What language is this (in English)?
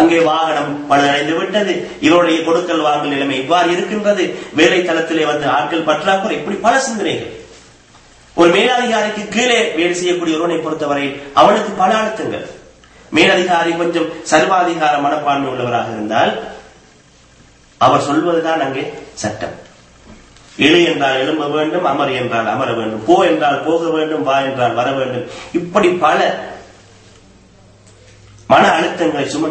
Tamil